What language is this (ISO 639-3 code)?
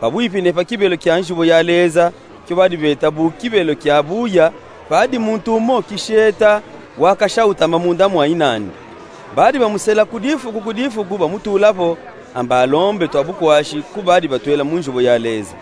lub